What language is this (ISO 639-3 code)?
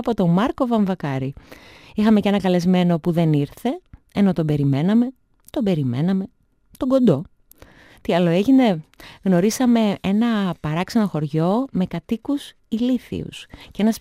ell